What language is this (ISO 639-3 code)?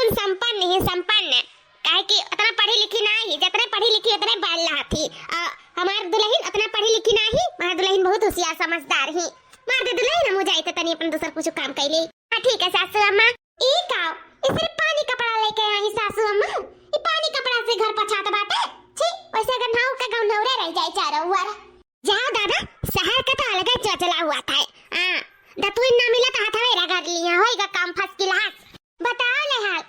awa